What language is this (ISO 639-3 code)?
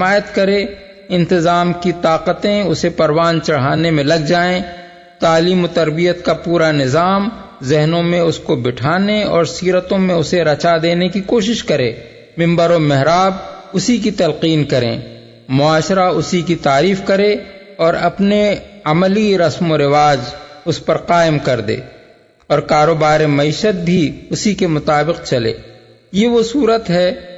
urd